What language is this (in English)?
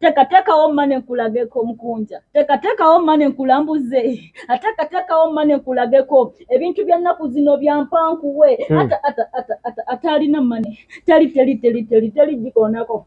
Ganda